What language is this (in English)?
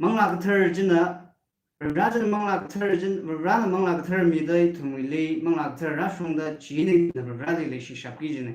Tangkhul Naga (India)